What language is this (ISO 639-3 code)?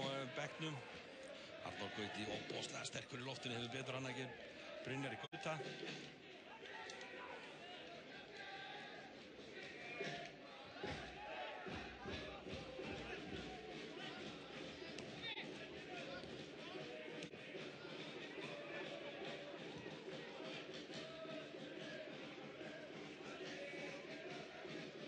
isl